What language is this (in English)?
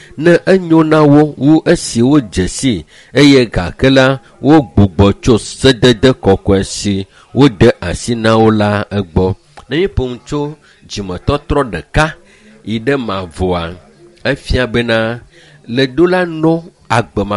Ewe